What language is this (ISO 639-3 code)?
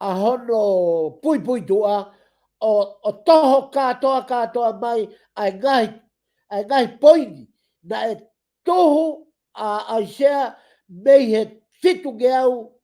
ton